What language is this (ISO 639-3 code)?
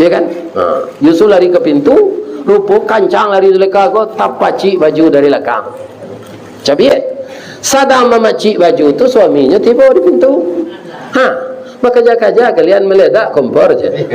min